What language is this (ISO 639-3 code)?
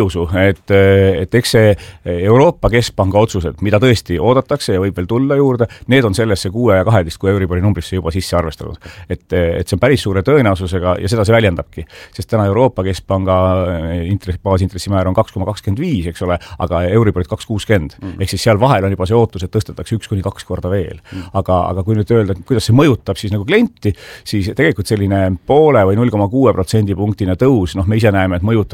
est